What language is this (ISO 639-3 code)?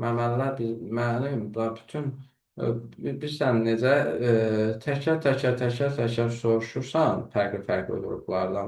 aze